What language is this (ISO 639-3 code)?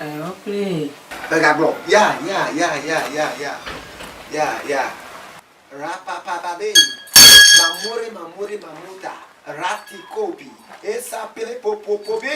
ewe